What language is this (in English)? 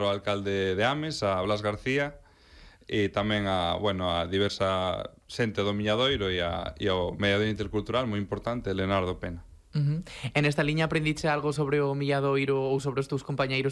Galician